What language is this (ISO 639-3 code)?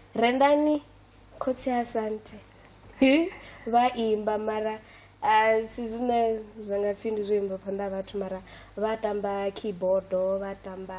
ven